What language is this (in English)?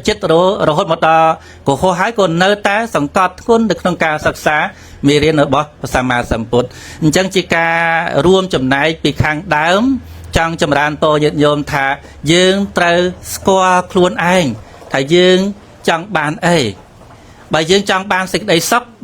Khmer